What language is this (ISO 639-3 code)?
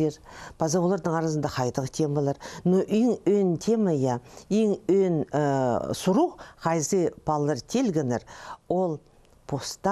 kjh